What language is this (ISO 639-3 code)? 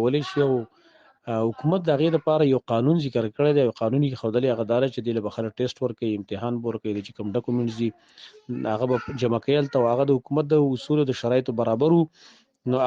pus